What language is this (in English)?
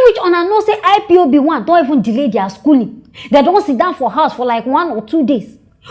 Nigerian Pidgin